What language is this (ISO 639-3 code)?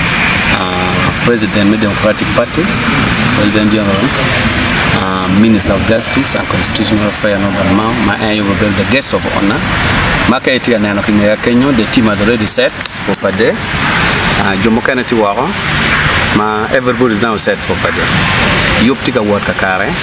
ach